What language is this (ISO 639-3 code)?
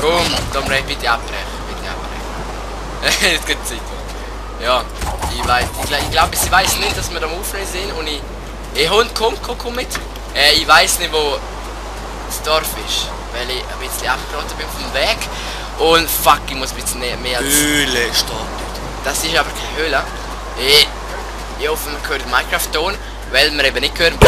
gsw